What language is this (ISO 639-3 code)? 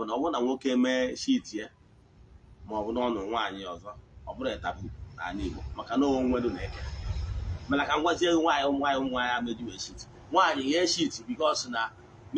ibo